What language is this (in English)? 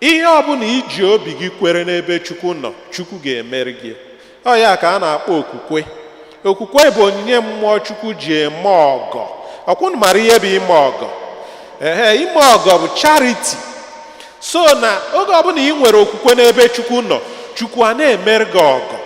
Igbo